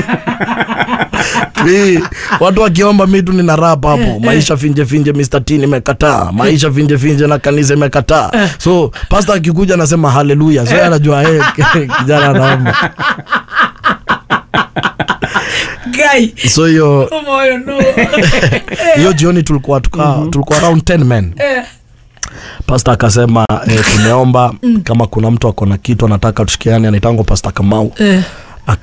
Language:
Kikuyu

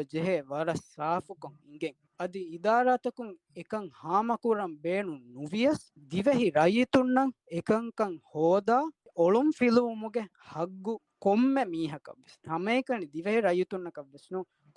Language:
Divehi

